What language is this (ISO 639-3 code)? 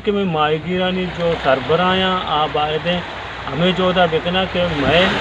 bal